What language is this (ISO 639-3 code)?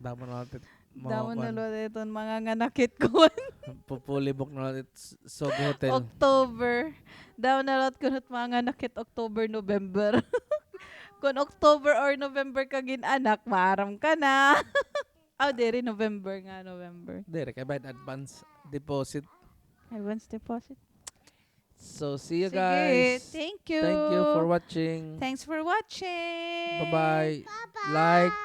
war